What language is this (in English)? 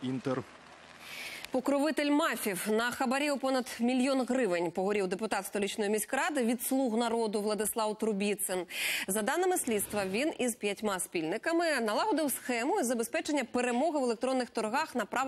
Ukrainian